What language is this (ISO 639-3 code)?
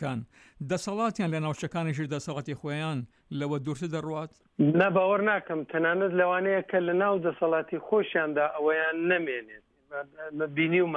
ckb